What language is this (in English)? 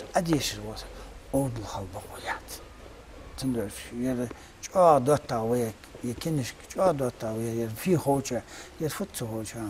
Ingush